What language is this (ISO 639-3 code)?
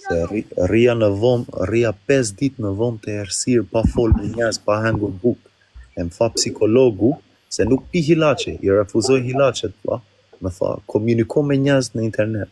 sqi